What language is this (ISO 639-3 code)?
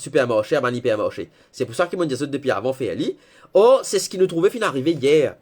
mfe